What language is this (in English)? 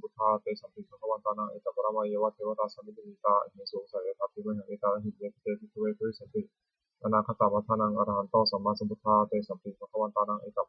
Pali